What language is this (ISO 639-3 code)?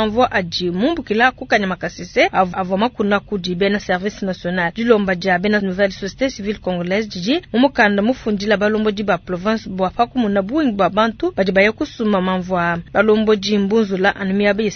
lua